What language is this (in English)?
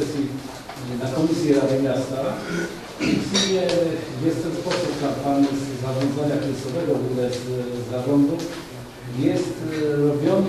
Polish